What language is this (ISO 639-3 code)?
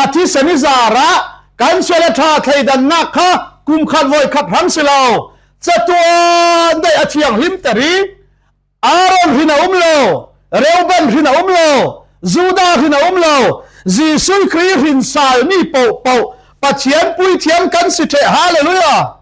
cfm